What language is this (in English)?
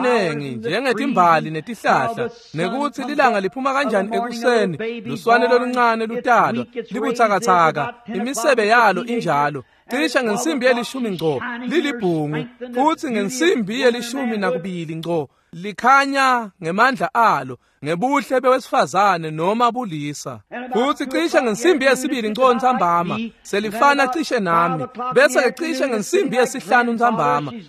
Swati